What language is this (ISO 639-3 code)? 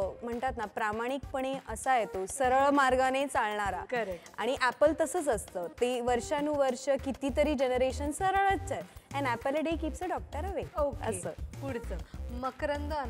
mar